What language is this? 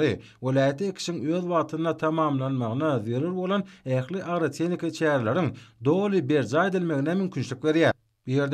Turkmen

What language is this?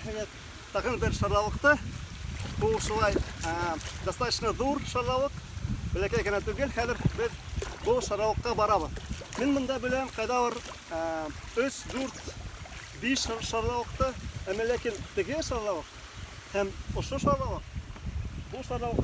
Bashkir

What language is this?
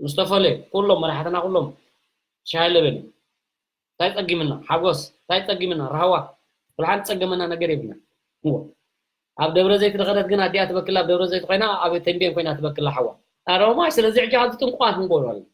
Tigrinya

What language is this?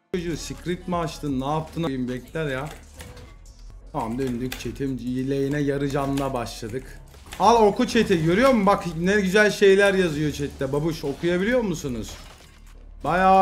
Turkish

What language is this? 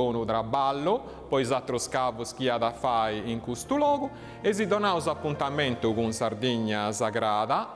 Sardinian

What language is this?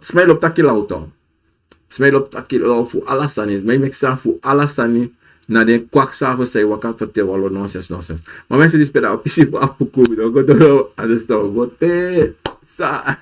Sranan Tongo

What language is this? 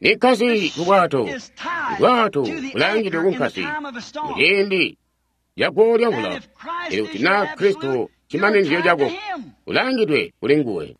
Tonga (Zambia)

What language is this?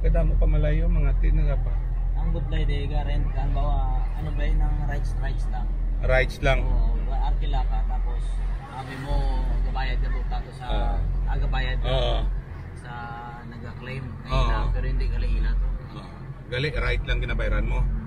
Hiligaynon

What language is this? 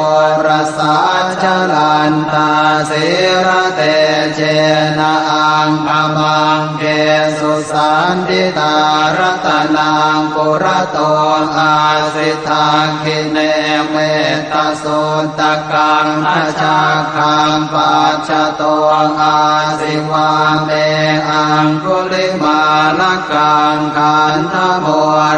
Pali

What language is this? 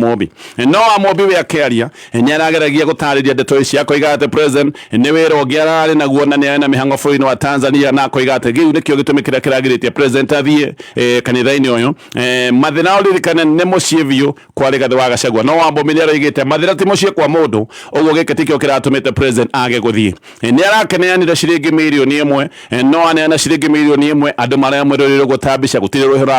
Kikuyu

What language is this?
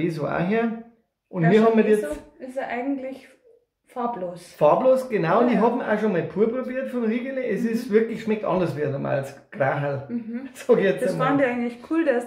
Bavarian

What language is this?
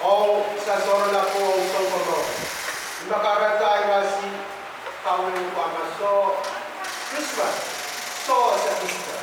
Pohnpeian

